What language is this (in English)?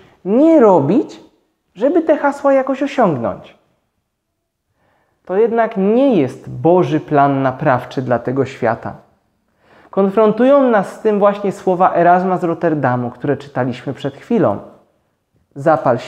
Polish